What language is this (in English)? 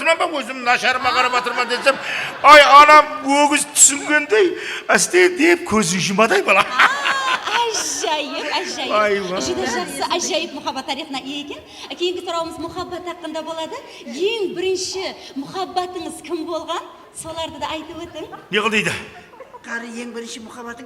Kara-Kalpak